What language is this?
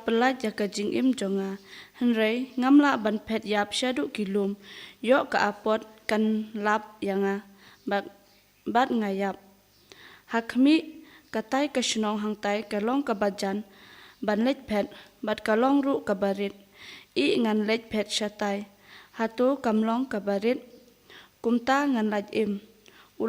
Khasi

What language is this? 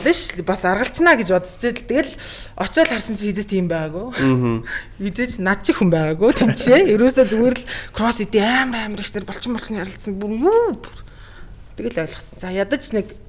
Mongolian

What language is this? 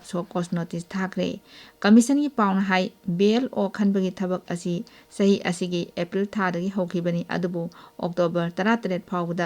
Manipuri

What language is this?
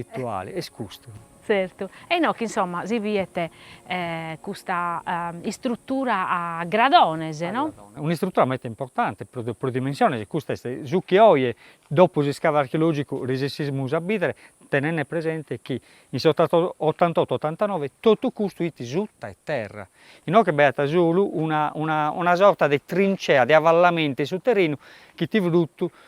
Sardinian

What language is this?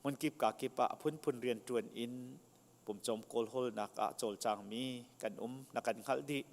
Hakha Chin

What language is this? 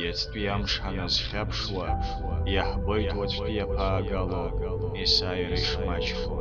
Abkhazian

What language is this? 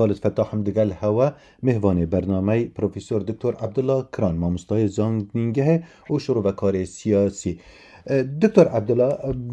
Kurdish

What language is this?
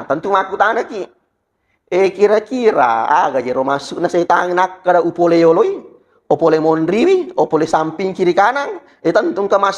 Buginese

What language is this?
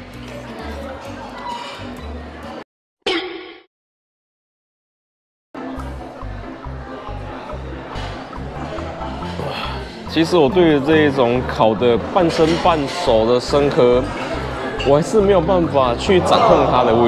Chinese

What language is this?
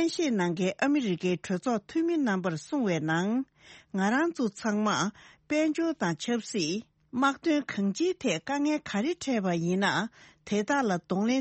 Tibetan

